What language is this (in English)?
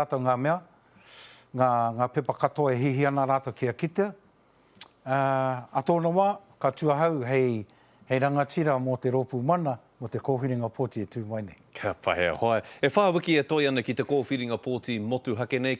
Māori